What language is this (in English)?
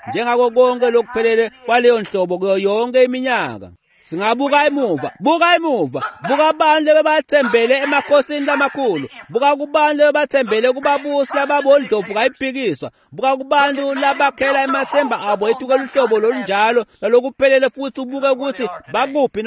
Swati